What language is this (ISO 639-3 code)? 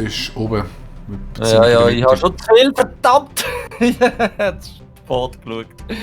gsw